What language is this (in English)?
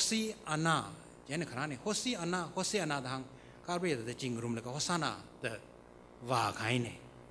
Tangkhul Naga (India)